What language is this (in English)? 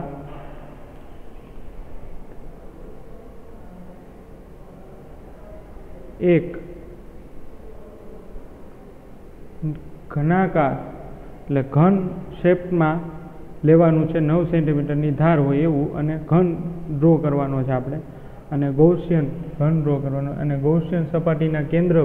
Gujarati